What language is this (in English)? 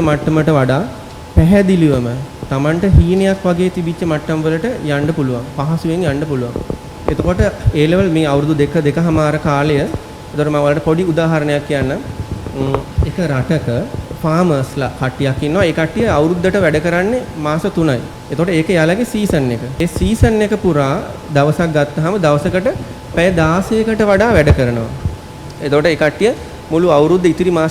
Sinhala